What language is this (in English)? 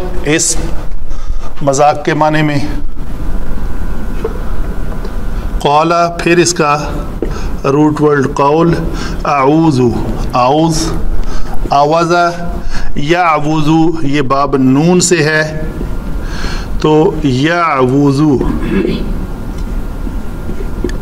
Urdu